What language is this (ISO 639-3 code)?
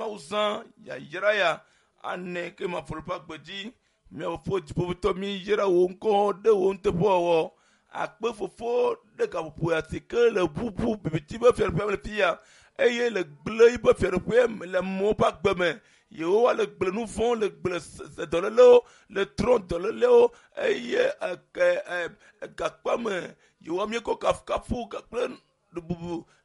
ewe